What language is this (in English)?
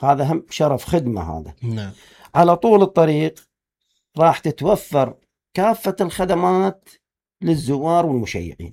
Mesopotamian Arabic